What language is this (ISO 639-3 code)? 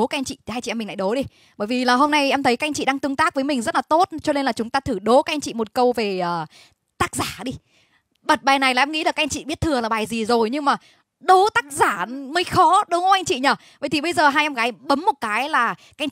vie